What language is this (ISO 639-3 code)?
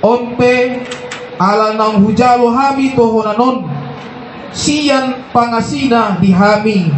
bbc